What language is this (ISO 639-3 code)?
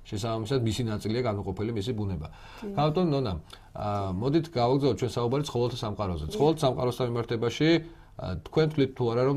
kat